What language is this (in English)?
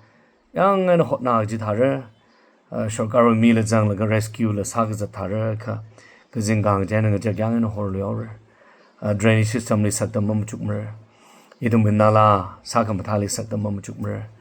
Tangkhul Naga (India)